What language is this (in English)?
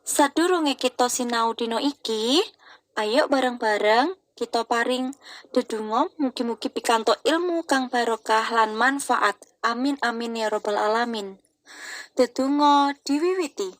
Javanese